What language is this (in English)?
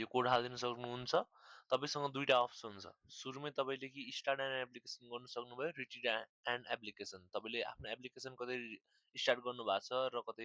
Nepali